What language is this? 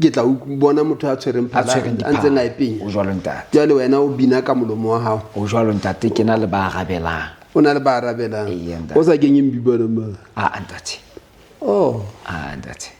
Southern Sotho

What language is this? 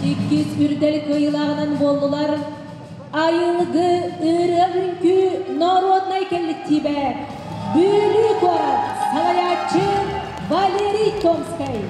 Yakut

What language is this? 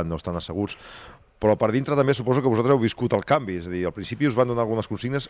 Catalan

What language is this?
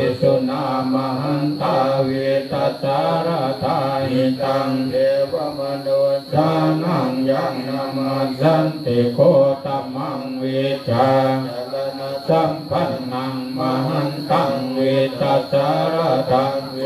Pali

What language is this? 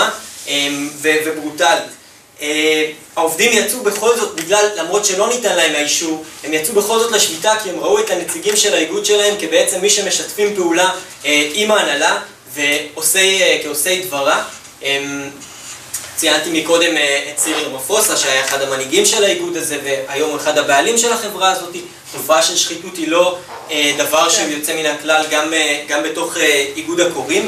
Hebrew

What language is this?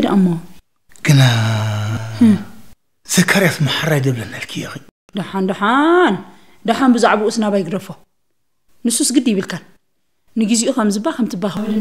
Tigrinya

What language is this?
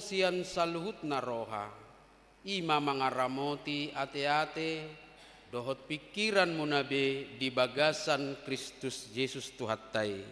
Batak Toba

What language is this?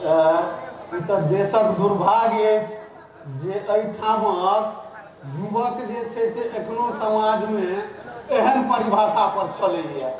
Maithili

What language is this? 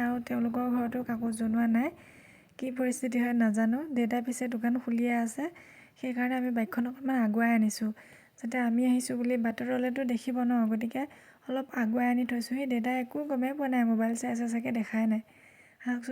Assamese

